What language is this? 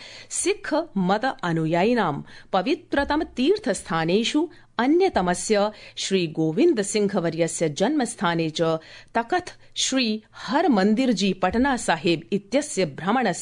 Sanskrit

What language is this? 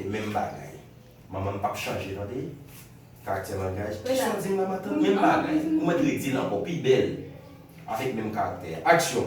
Haitian Creole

